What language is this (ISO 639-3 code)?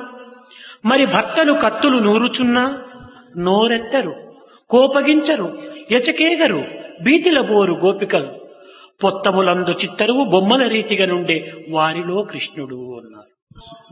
tel